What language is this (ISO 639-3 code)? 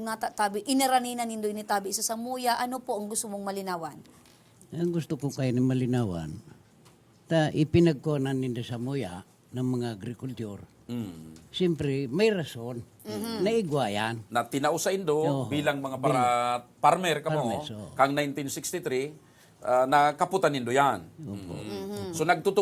bik